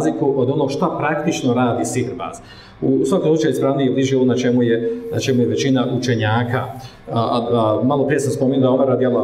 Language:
Bosnian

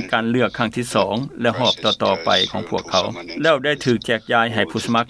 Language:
Lao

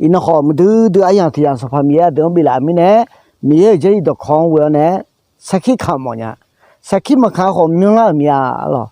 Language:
Akha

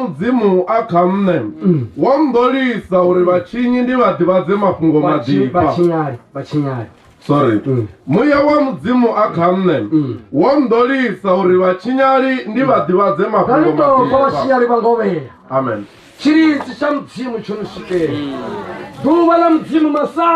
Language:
Venda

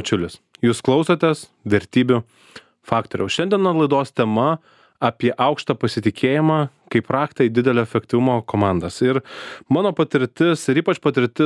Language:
Lithuanian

